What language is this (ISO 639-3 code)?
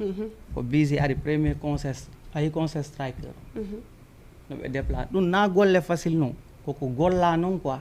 ful